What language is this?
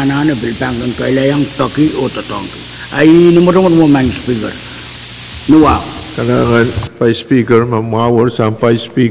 Pohnpeian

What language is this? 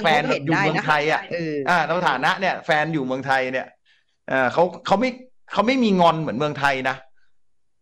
Thai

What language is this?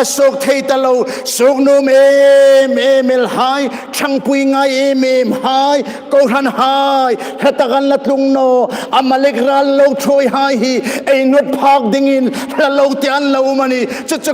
Hmar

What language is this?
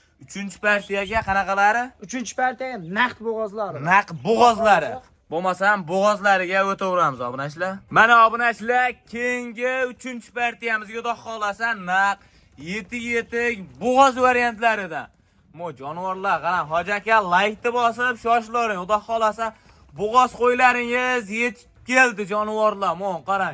Uzbek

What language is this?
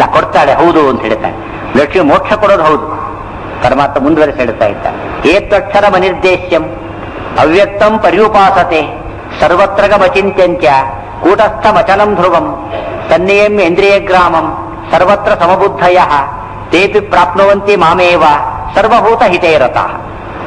Kannada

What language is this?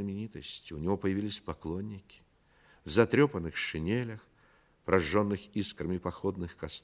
Russian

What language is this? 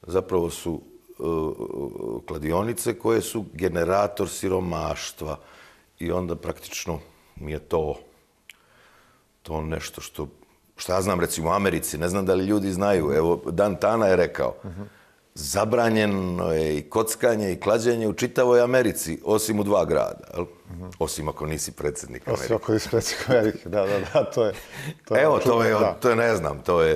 Bosnian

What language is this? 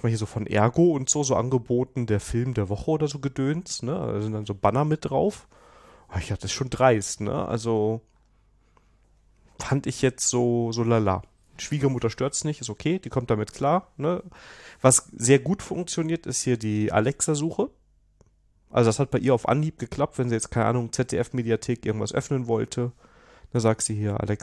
German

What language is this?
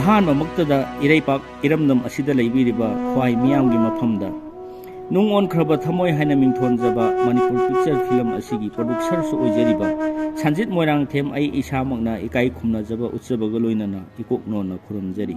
Manipuri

